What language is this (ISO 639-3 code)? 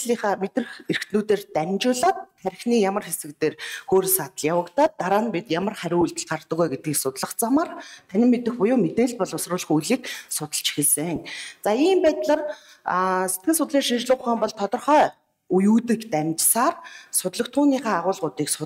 mon